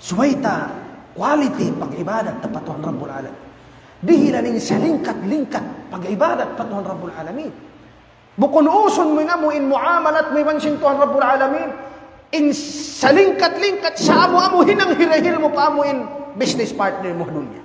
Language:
Tausug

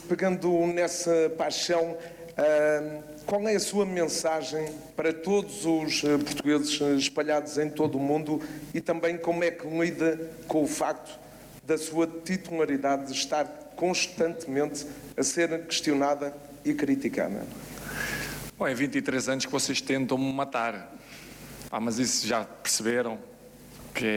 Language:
Portuguese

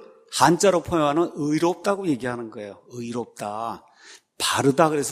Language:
Korean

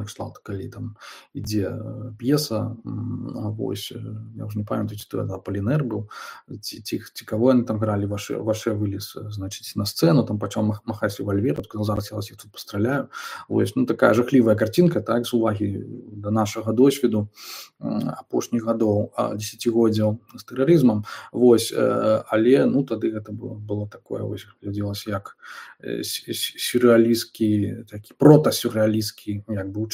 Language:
Belarusian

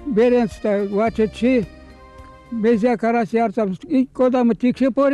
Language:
Erzya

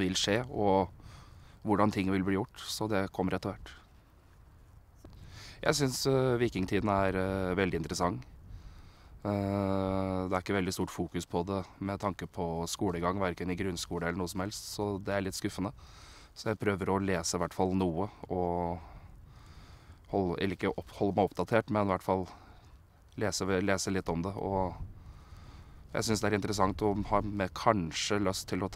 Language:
Norwegian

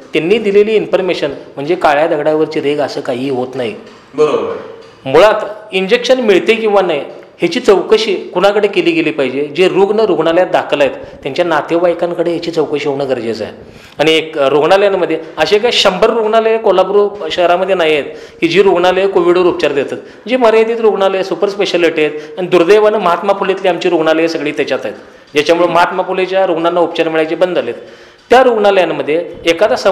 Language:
Marathi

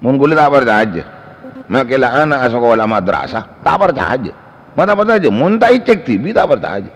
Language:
Madurese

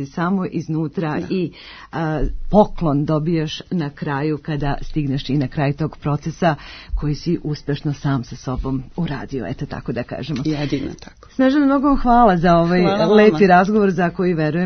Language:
Serbian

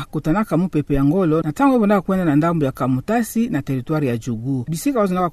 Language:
Kituba (Democratic Republic of Congo)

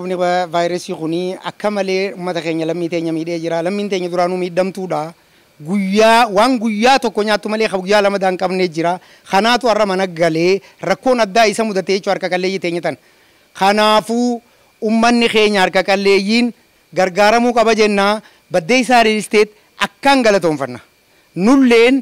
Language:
Oromo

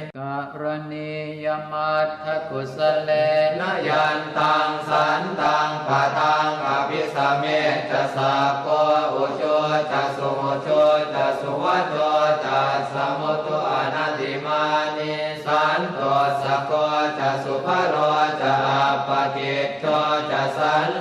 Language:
Pali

